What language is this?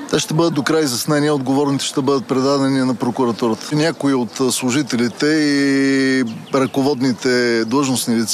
Bulgarian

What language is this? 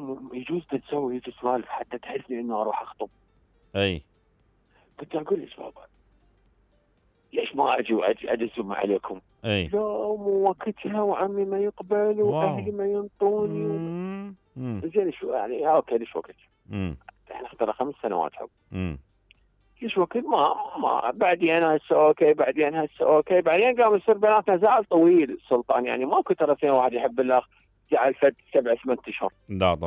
Mesopotamian Arabic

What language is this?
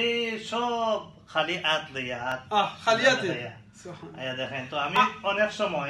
Sylheti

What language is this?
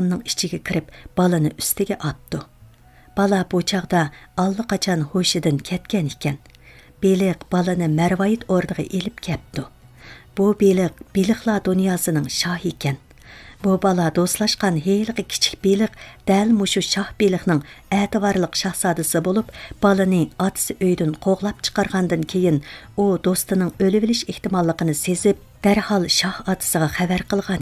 Uyghur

